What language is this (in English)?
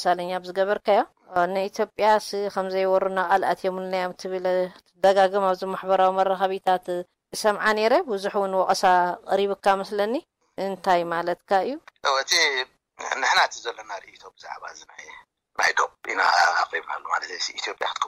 Tigrinya